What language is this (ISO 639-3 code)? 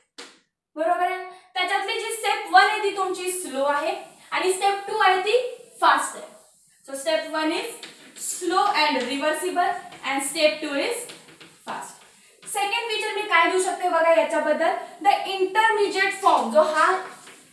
mar